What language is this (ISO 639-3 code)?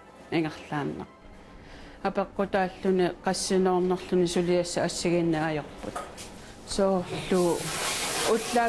kal